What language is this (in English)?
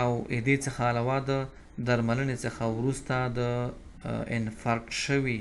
Pashto